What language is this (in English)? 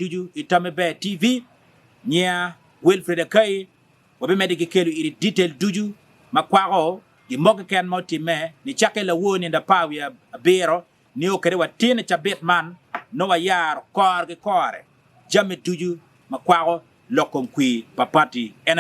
Acoli